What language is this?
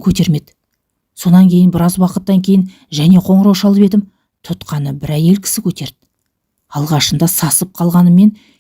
Kazakh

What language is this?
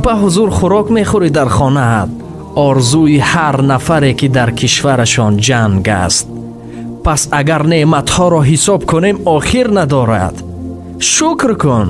Tajik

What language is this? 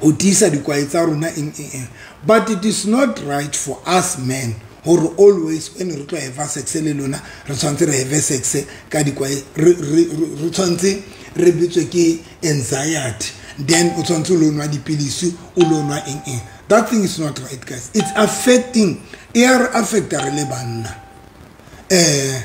Southern Sotho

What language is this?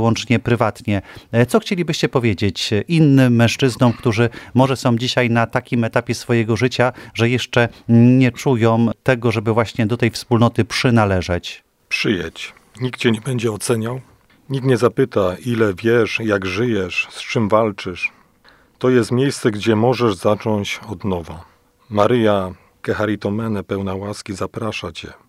Polish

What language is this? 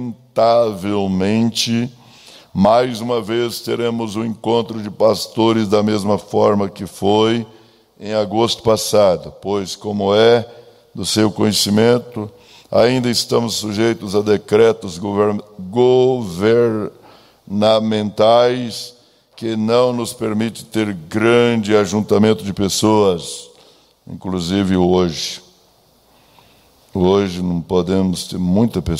Portuguese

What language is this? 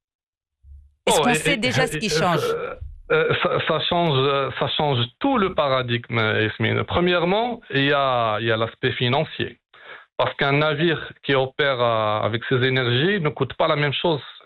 French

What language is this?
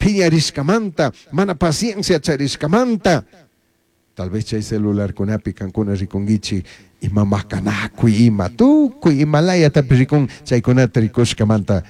Chimborazo Highland Quichua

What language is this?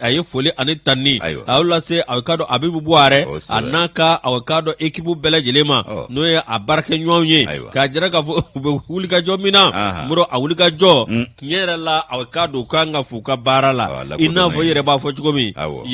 Bambara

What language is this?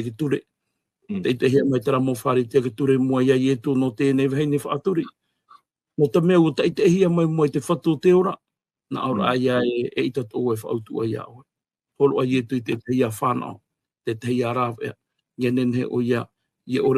Tahitian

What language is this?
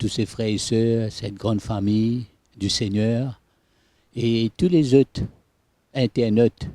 Morisyen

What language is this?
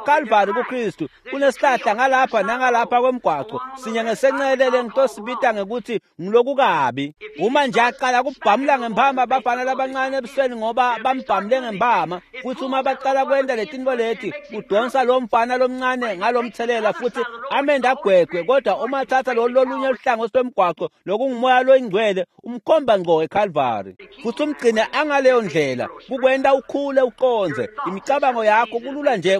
Swati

